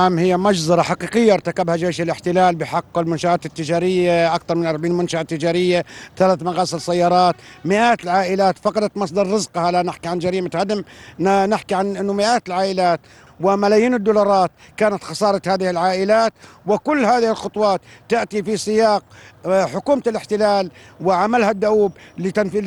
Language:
Arabic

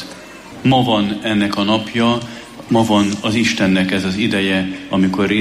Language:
Hungarian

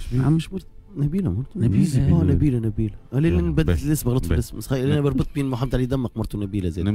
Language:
Tunisian Arabic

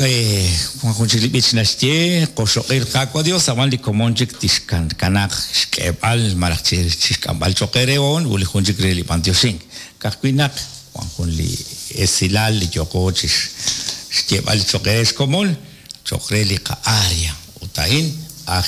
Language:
Kekchí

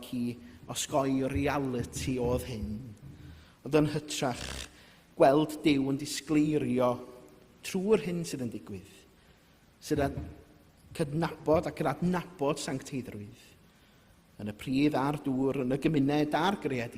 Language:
Welsh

